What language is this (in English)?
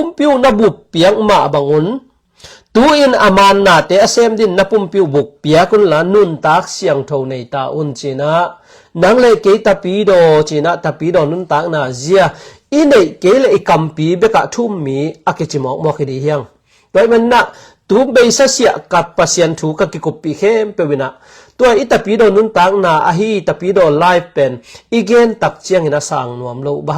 Tedim Chin